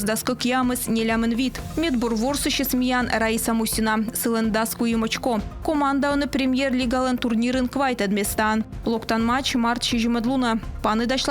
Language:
Komi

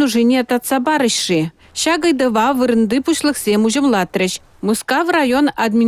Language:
Chuvash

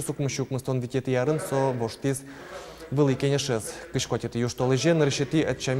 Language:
Udmurt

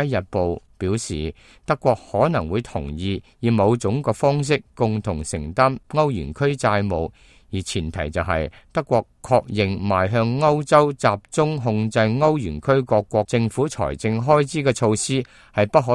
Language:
Cantonese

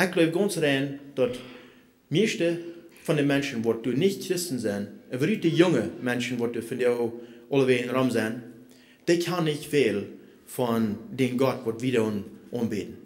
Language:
Plautdietsch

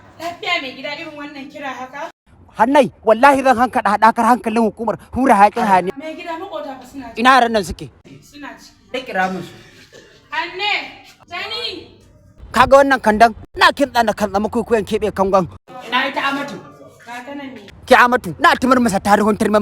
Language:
Hausa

